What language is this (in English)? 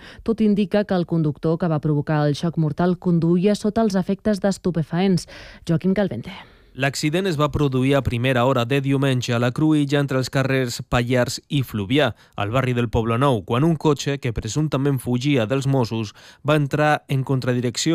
Catalan